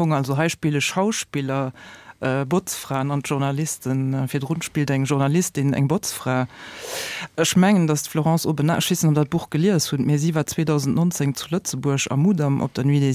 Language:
Luxembourgish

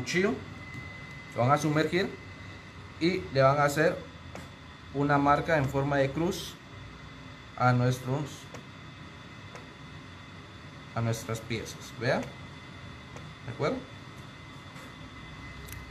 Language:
Spanish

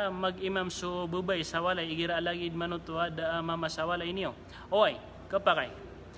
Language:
Maranao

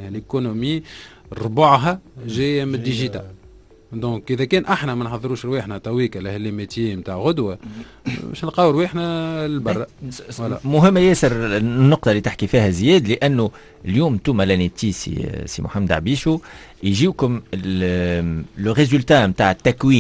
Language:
Tunisian Arabic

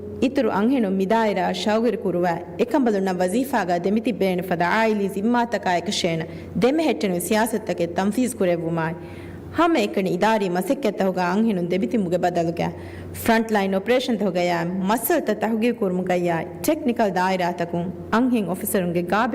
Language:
Divehi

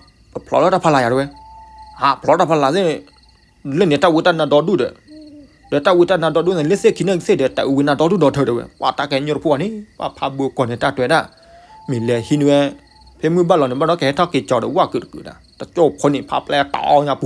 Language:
S'gaw Karen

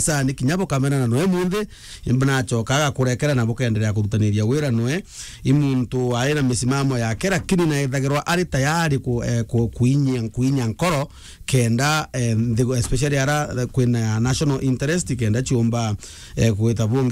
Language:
Meru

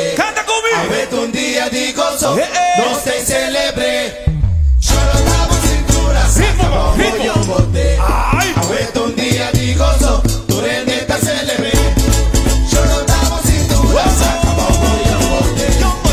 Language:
Papiamento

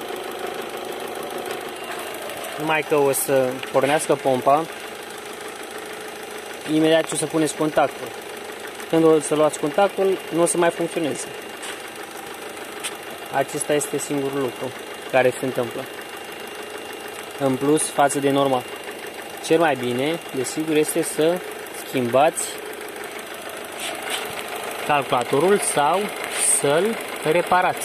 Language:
Romanian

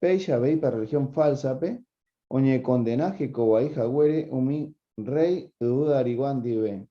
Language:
Guarani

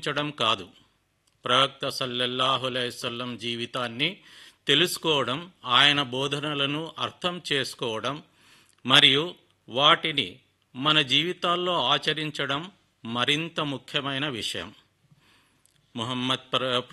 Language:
Telugu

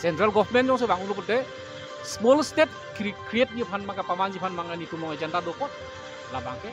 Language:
Karbi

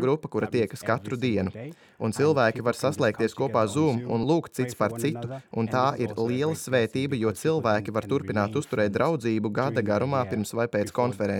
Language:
Latvian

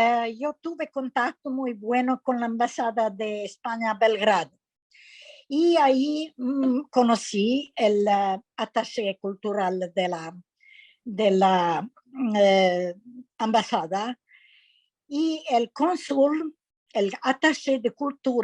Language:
Ladino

